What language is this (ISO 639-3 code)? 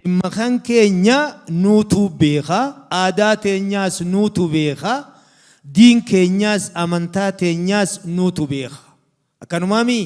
orm